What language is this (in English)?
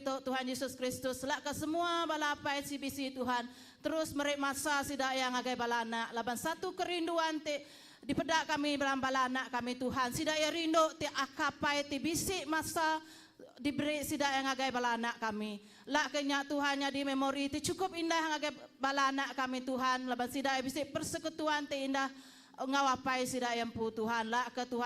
Iban